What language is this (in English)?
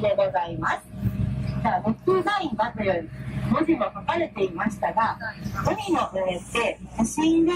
Japanese